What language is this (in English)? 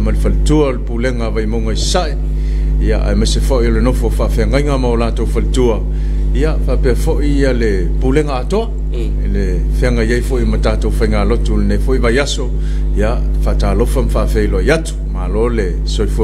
Samoan